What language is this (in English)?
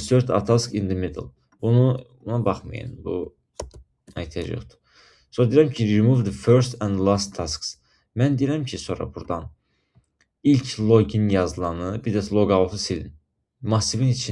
Azerbaijani